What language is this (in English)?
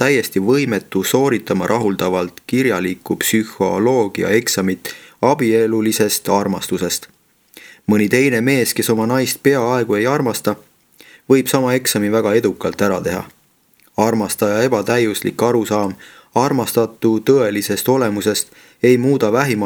Estonian